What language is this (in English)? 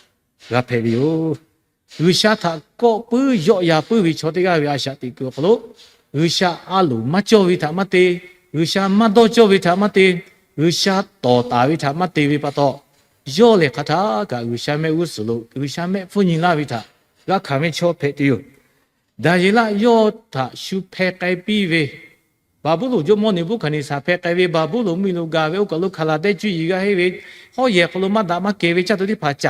Lahu